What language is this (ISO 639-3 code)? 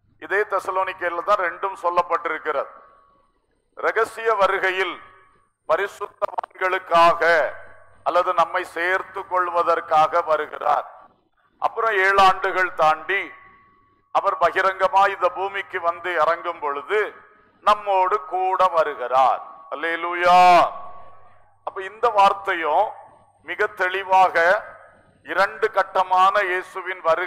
tam